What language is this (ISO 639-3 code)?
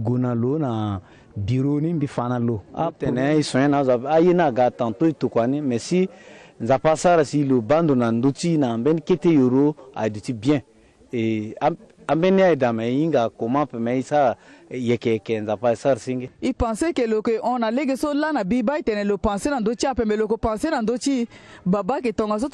sag